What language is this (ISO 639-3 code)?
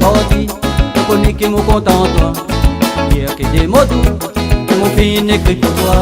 rcf